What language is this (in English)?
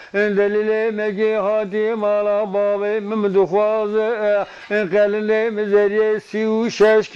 Zaza